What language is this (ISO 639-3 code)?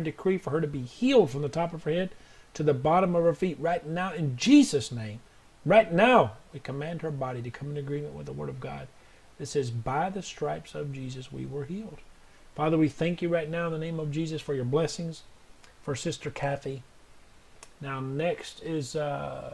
eng